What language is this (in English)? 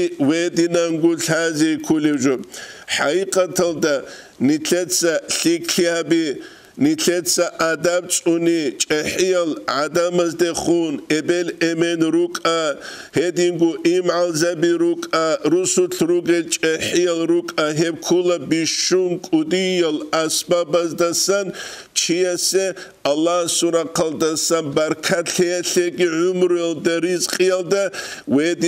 Avaric